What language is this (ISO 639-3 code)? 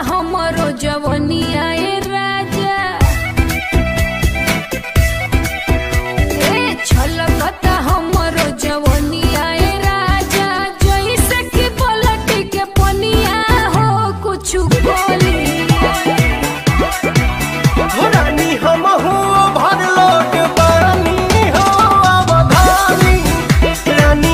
bho